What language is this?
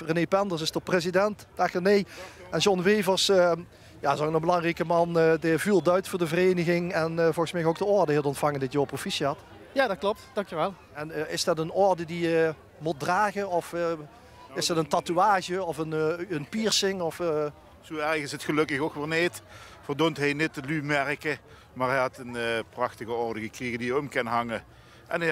Limburgish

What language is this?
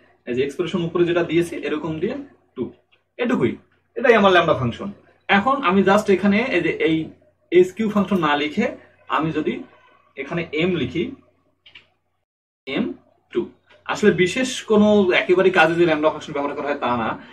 Bangla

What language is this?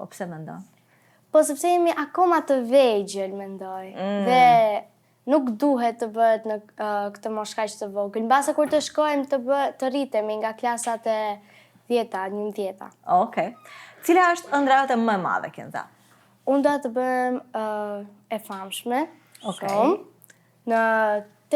Albanian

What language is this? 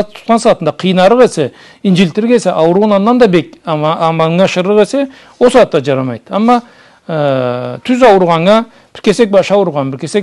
Karachay-Balkar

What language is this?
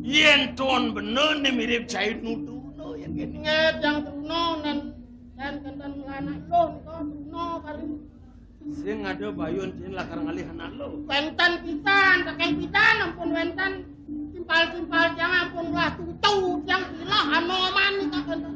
Balinese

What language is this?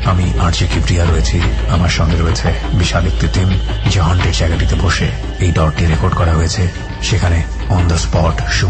Bangla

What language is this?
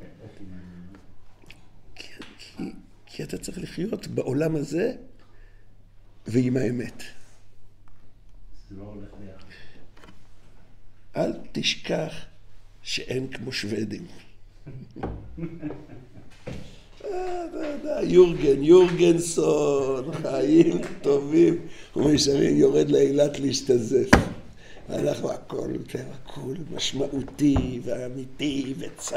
Hebrew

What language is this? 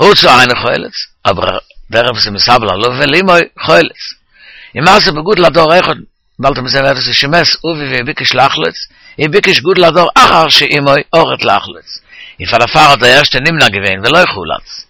Yiddish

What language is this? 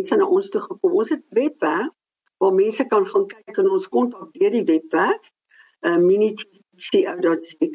Afrikaans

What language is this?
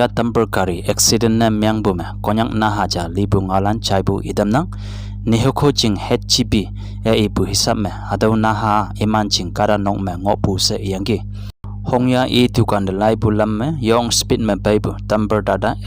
Konyak Naga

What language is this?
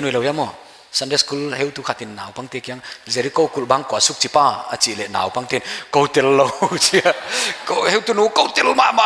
Paite Chin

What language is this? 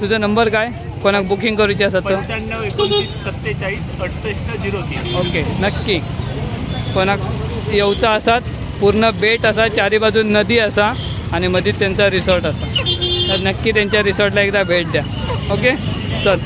Konkani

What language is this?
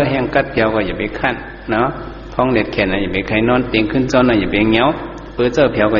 Shan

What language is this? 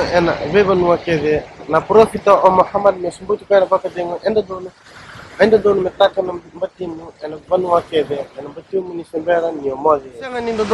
Fijian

